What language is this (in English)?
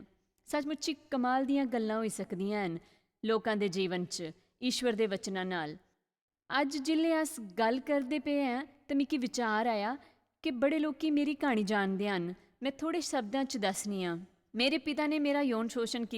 Dogri